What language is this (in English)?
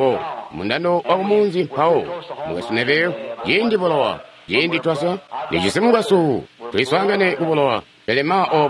Tonga (Zambia)